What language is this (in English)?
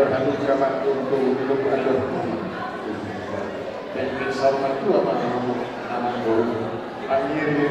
Batak Toba